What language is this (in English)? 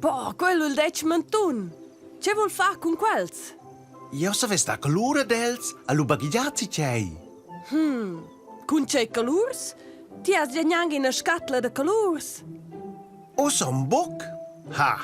Romansh